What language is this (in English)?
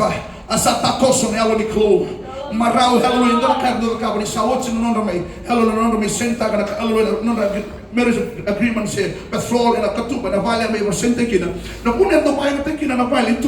Fijian